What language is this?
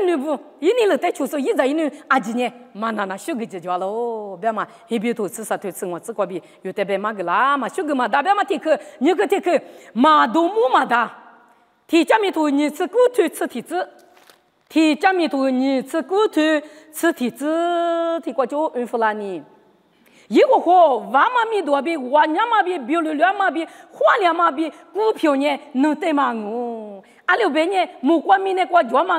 Lisu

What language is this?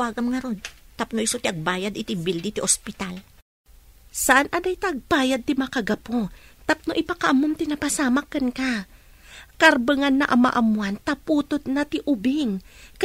Iloko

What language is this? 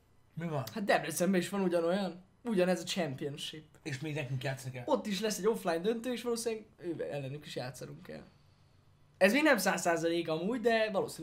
Hungarian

